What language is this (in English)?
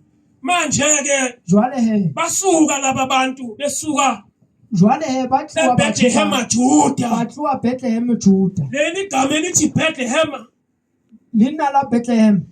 Zulu